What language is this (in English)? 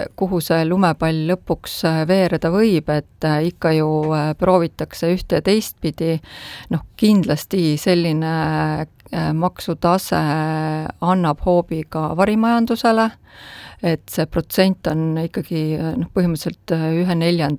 Estonian